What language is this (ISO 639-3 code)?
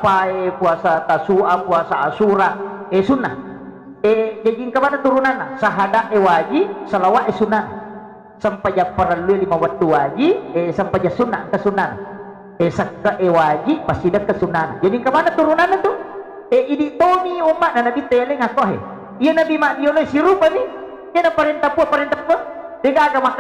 bug